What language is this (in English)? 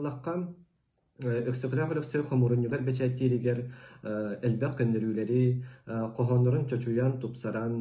Yakut